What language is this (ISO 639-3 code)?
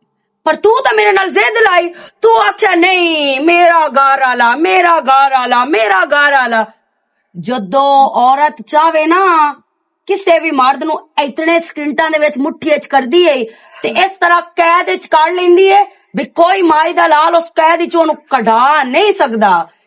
lah